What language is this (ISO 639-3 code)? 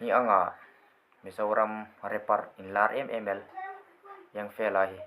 hmr